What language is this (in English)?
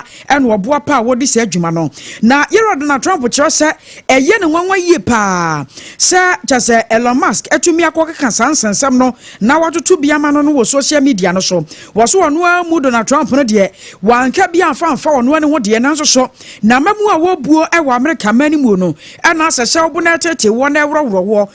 Akan